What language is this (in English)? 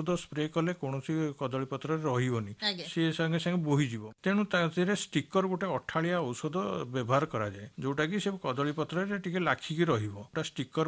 Odia